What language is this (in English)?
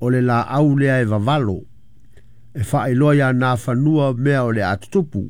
Samoan